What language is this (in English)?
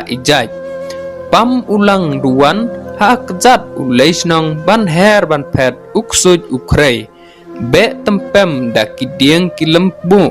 Khasi